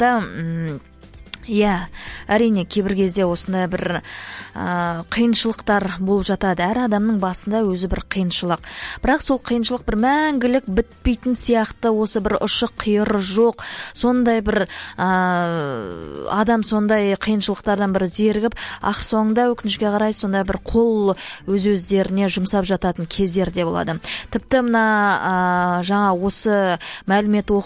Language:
Kazakh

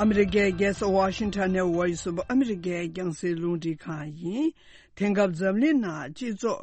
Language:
Tibetan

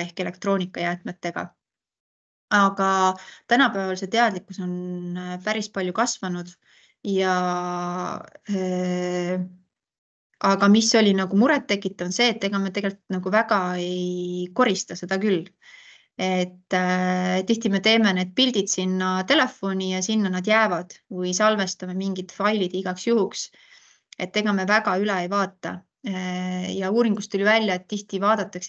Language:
Estonian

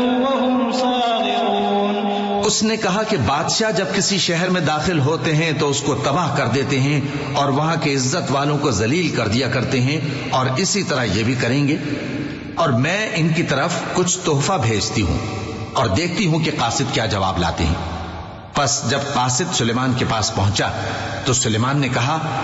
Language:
Urdu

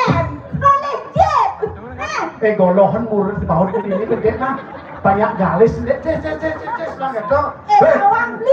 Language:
Balinese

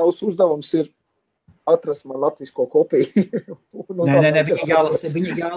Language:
Latvian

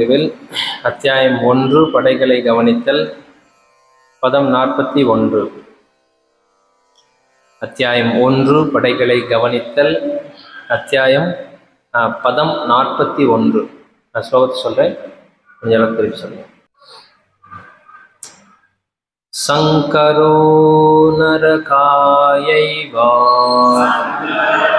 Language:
Tamil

